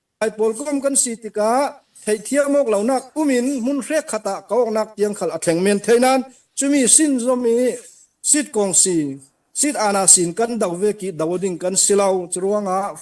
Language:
Hakha Chin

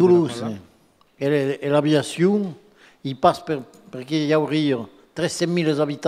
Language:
Occitan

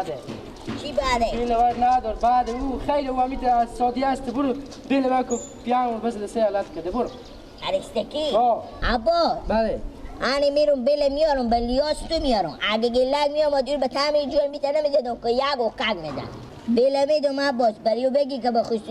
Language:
Persian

